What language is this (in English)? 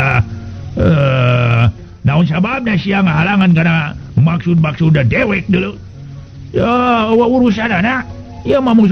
Sundanese